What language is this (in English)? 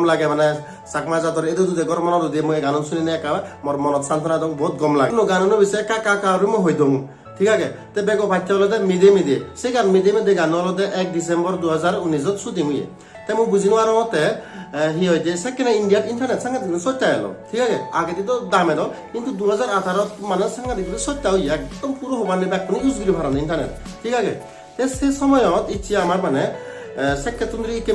Chakma